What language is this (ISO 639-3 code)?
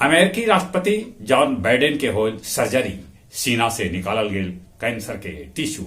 mag